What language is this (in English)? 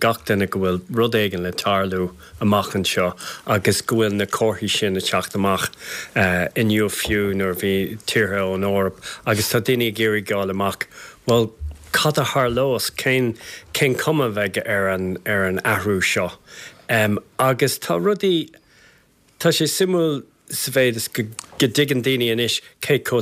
Irish